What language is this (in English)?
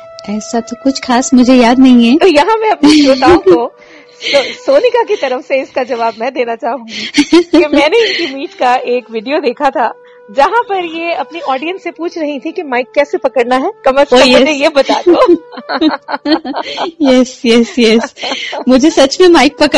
Hindi